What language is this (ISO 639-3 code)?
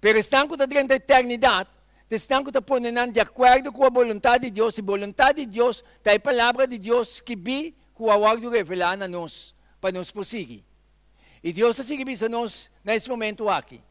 pap